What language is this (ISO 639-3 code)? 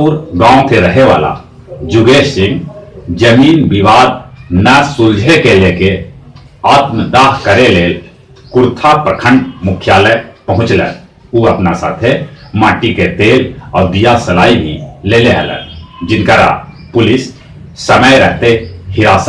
mag